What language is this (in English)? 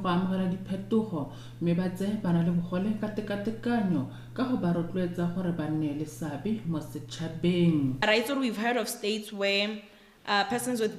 Tswana